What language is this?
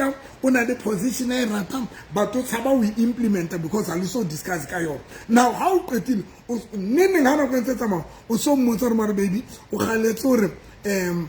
Southern Sotho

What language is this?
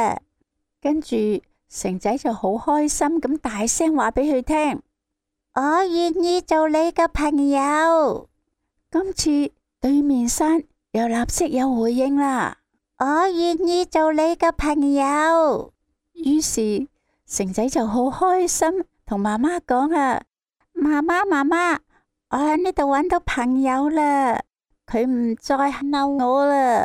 Cantonese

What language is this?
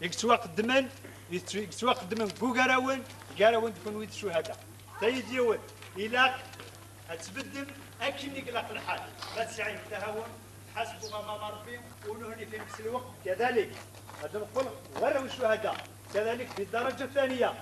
Kabyle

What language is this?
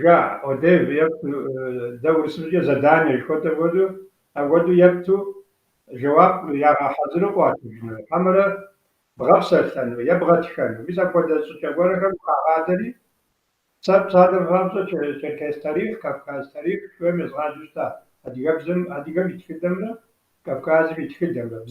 Kabardian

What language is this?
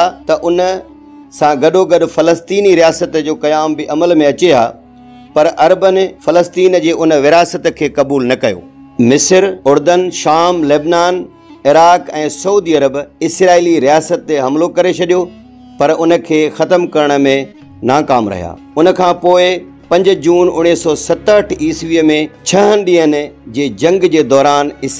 Sindhi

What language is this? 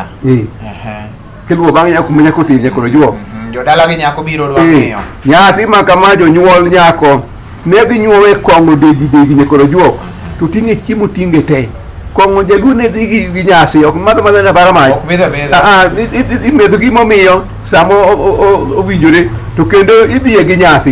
Luo (Kenya and Tanzania)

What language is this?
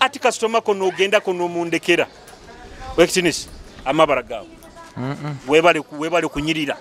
Nyoro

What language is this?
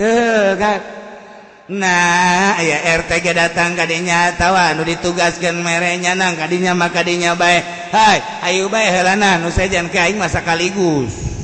Sundanese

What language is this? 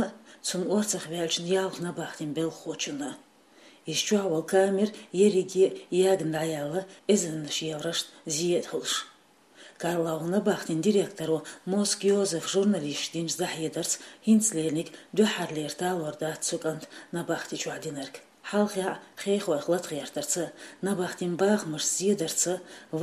Chechen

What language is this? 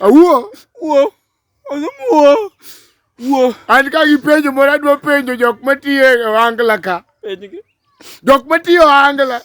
Luo (Kenya and Tanzania)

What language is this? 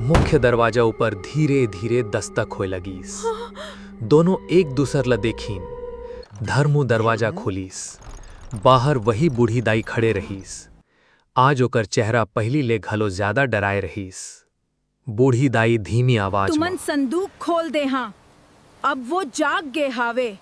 Chhattisgarhi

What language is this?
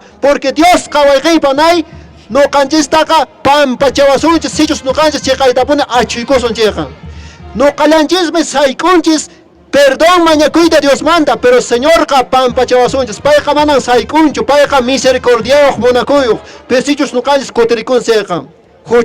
Quechua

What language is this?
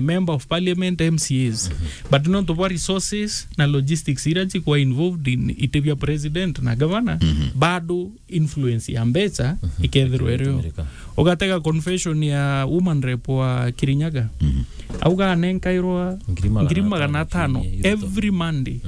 Meru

